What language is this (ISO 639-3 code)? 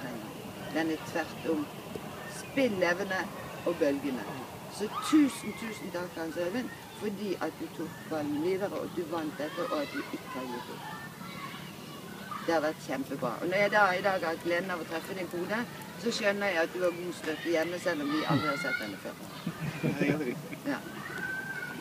nor